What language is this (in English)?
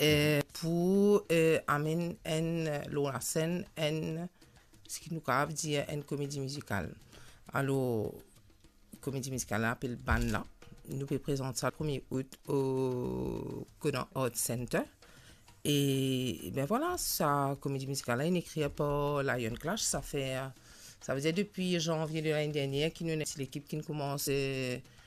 Morisyen